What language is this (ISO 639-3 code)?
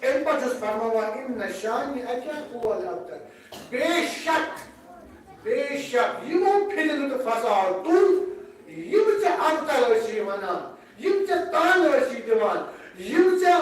kas